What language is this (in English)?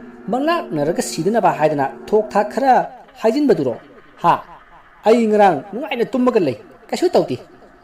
Manipuri